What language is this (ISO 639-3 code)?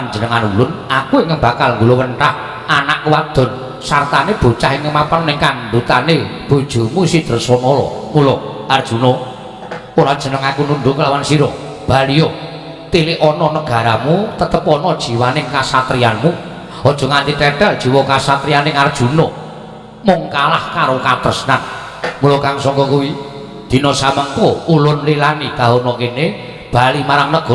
jav